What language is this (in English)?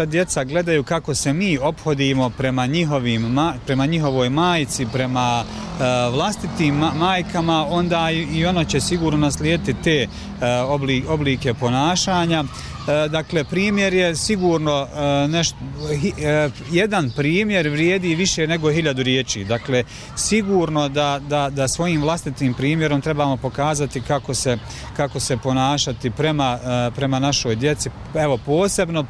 Bosnian